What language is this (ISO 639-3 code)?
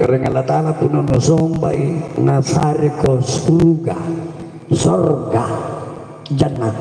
mak